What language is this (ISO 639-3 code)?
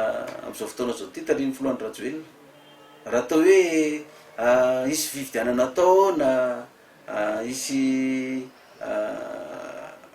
mlg